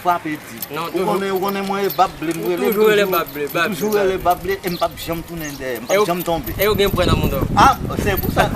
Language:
Haitian Creole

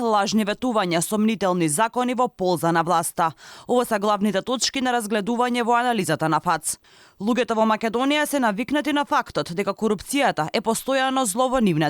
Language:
Macedonian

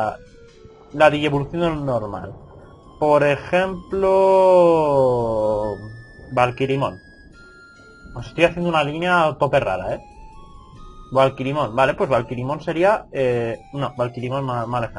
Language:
Spanish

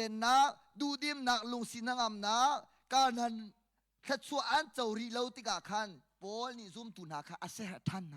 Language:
Hakha Chin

